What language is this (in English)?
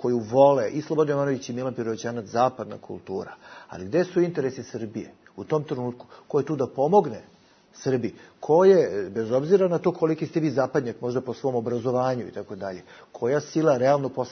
Bosnian